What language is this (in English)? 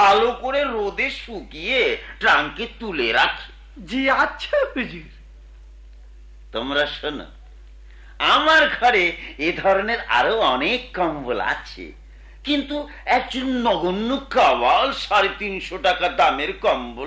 Bangla